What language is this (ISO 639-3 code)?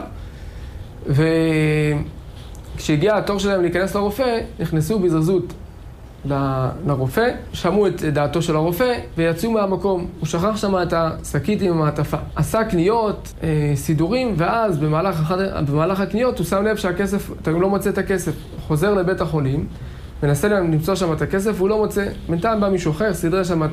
heb